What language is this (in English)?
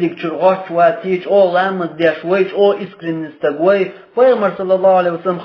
Chechen